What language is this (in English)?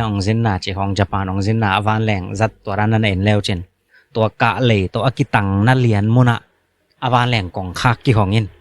Tedim Chin